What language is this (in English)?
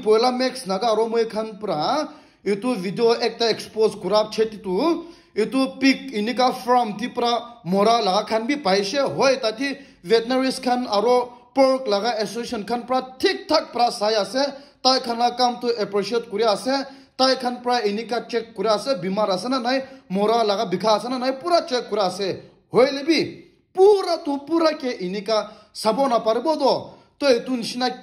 Naga Pidgin